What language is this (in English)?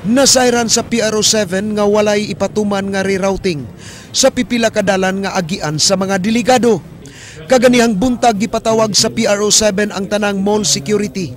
Cebuano